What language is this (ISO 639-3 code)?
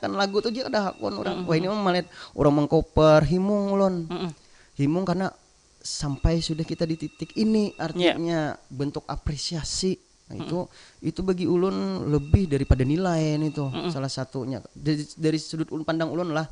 bjn